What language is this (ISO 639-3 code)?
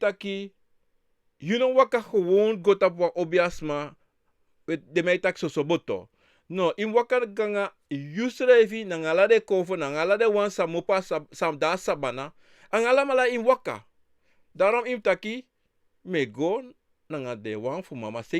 srn